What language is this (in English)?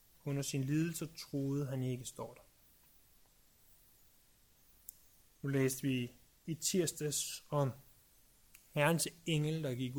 Danish